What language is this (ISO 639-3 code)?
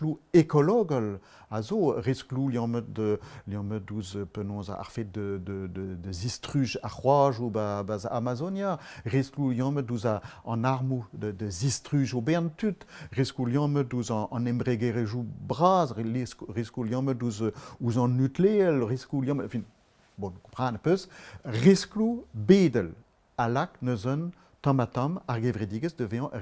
bre